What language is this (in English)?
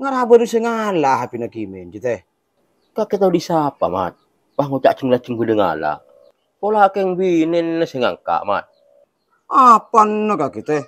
Madurese